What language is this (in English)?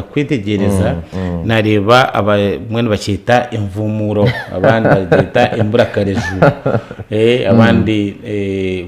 Nyankole